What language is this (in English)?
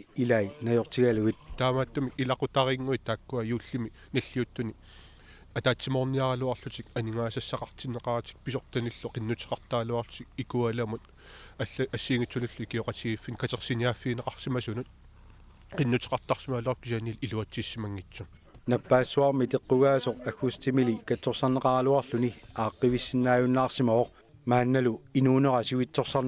Kalaallisut